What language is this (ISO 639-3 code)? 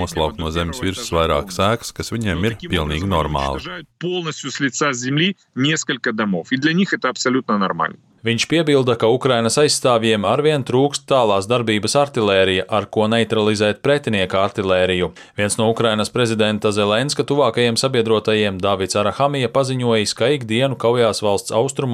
lav